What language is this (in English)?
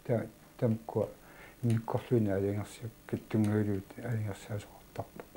Kalaallisut